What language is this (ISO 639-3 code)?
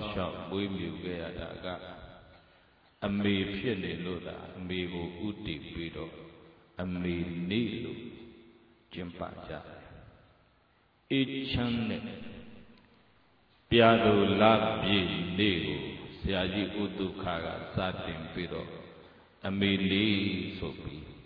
mya